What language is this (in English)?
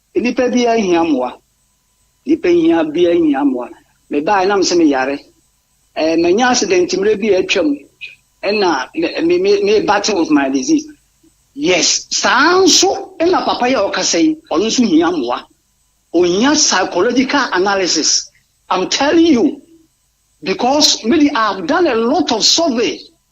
Akan